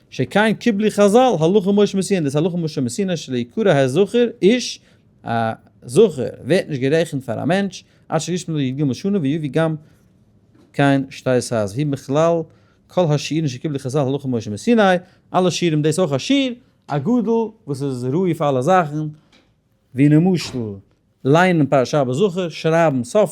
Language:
Yiddish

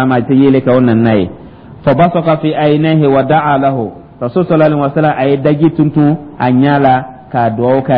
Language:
Dyula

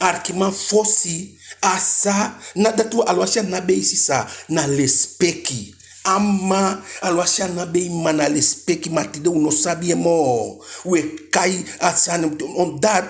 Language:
Eastern Maroon Creole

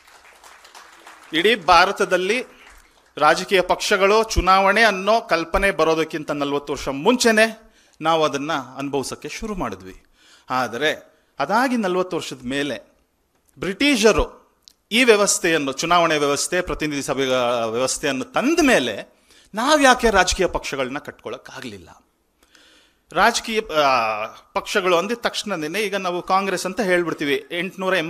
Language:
Kannada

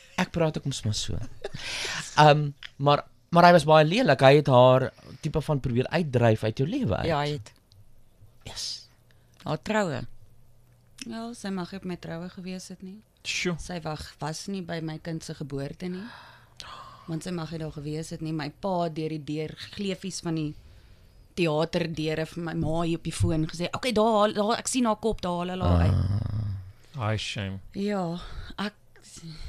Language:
Afrikaans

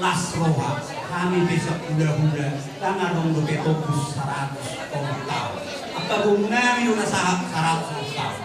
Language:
Batak Toba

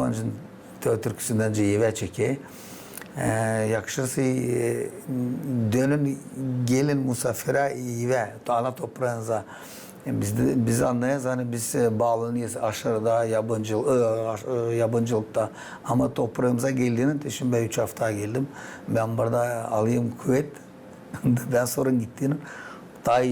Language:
Gagauz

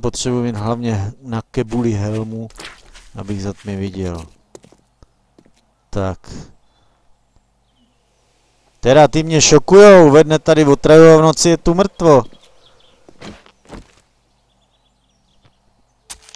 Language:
Czech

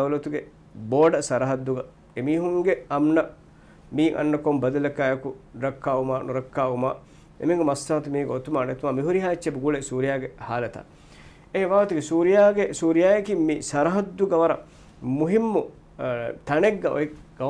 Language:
Divehi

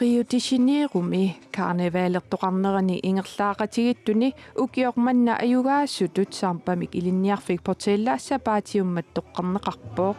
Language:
Kalaallisut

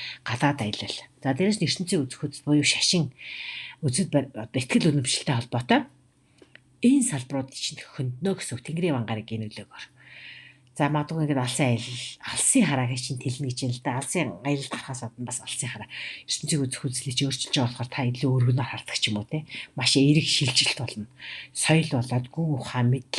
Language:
Mongolian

